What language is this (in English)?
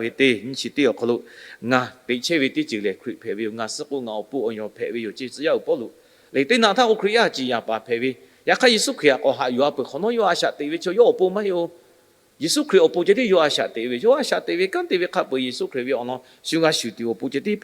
Lahu